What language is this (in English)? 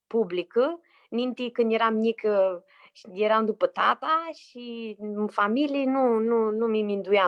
Aromanian